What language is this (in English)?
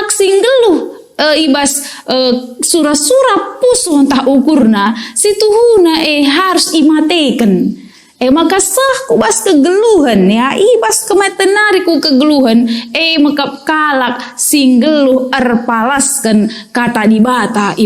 Batak Karo